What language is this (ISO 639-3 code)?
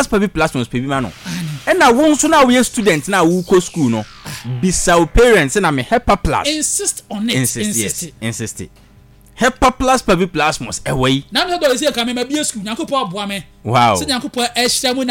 aka